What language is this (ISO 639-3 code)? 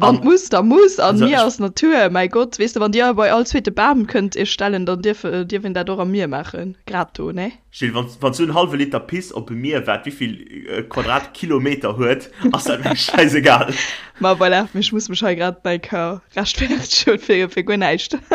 ltz